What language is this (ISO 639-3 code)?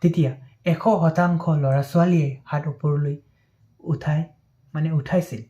asm